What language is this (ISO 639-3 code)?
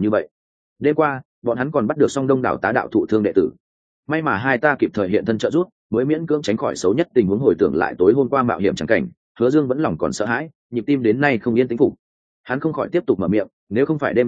vie